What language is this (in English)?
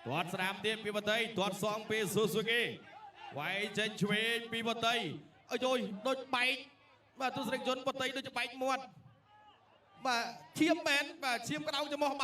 Khmer